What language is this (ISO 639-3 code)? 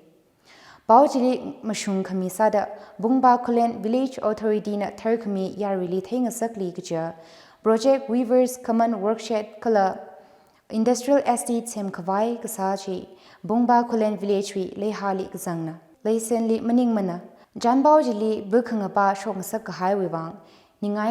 nmf